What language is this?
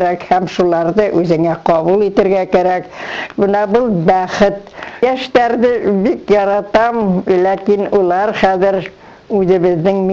Bashkir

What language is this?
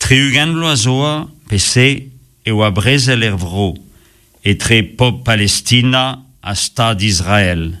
Breton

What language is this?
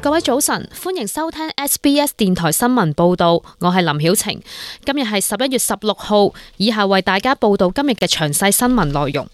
Cantonese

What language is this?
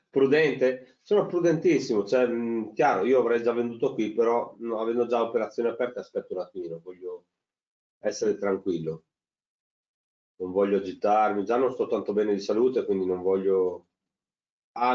Italian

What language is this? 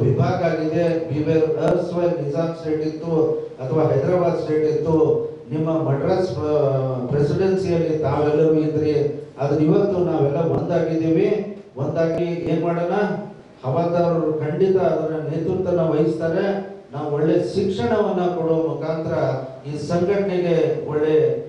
Kannada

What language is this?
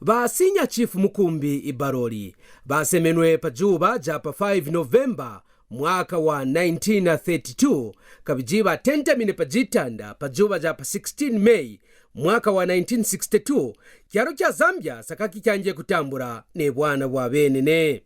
Kaonde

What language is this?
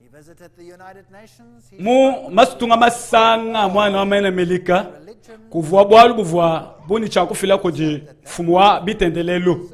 Luba-Lulua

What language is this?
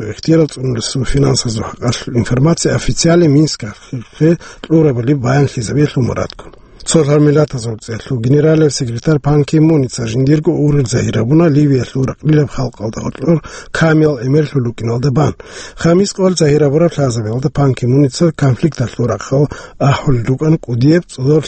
Avaric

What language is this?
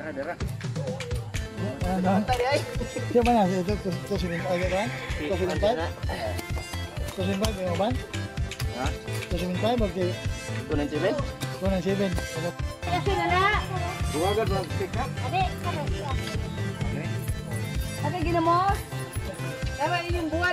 Cebuano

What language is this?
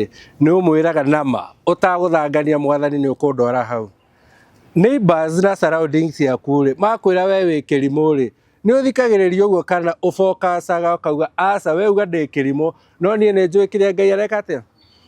Kikuyu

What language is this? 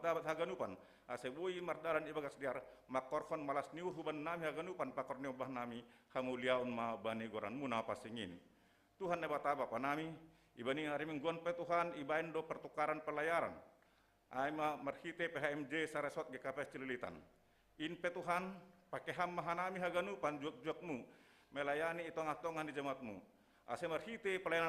Batak Simalungun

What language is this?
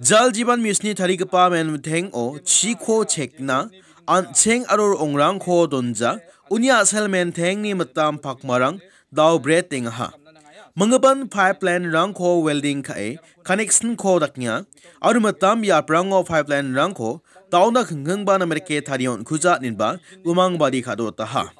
Garo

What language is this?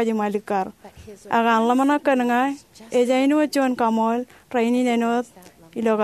Marshallese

